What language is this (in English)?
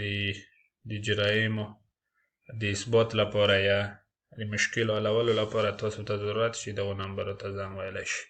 Pashto